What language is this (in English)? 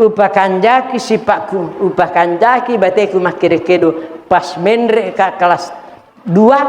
Buginese